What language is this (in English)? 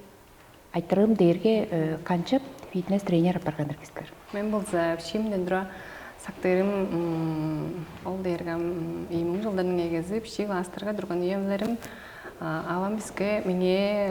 Tuvinian